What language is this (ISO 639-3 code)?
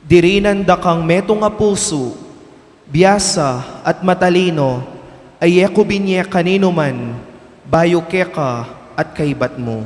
pam